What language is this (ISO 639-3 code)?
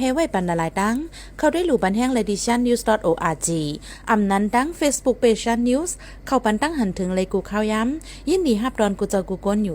shn